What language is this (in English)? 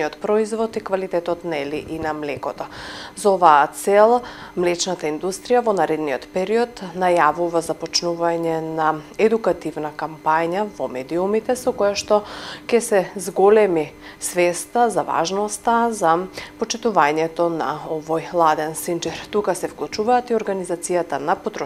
Macedonian